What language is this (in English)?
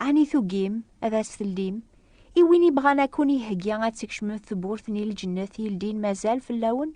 Kabyle